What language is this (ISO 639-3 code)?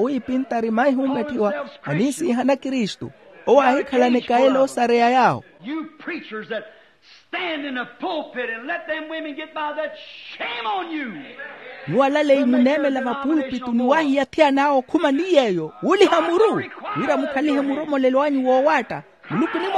vmw